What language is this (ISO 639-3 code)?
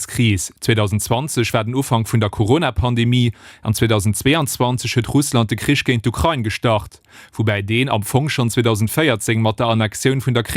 ltz